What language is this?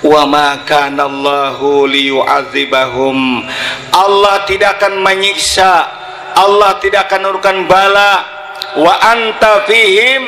Banjar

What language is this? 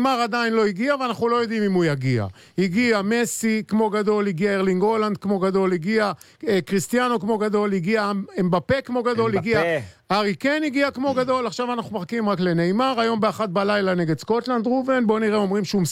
Hebrew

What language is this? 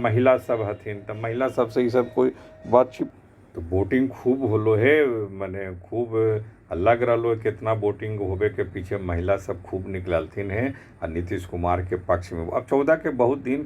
Magahi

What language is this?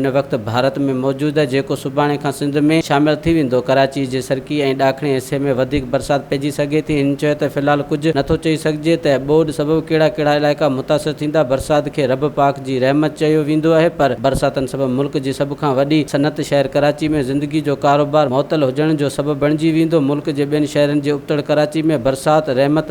Sindhi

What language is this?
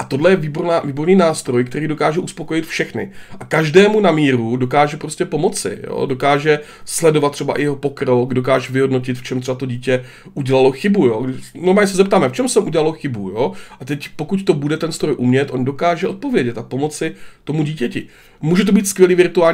Czech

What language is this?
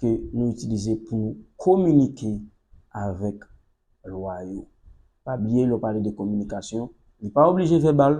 Haitian Creole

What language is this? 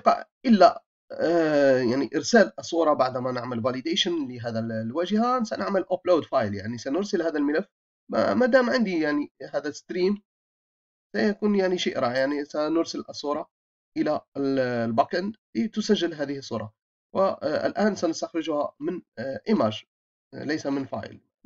Arabic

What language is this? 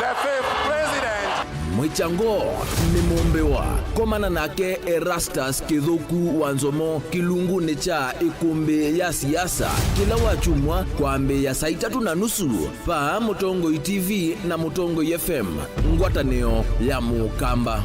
Kamba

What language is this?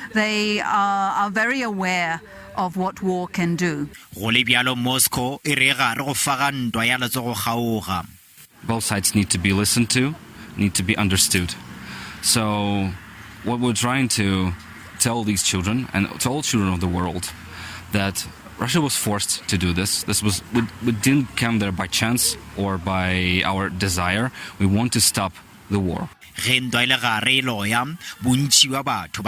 Northern Sotho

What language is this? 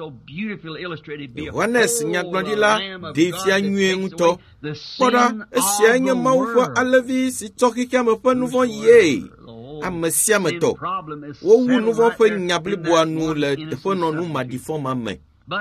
Ewe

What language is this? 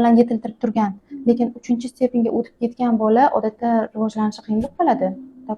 Uzbek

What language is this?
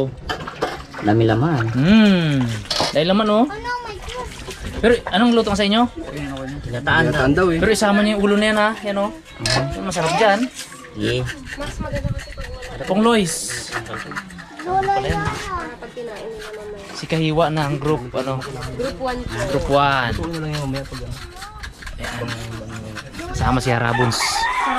Filipino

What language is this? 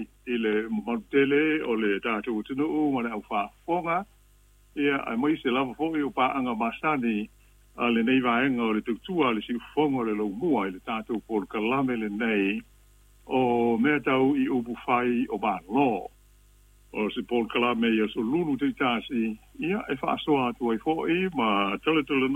Samoan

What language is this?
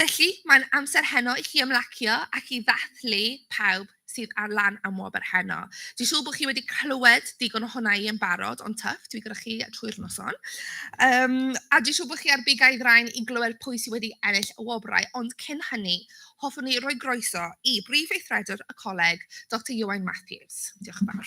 Welsh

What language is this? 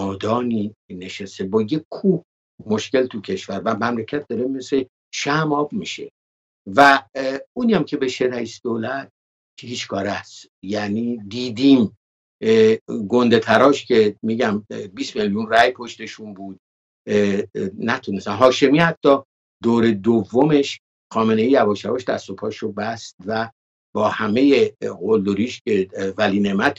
Persian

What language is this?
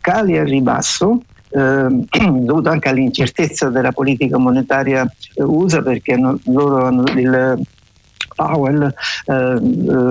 Italian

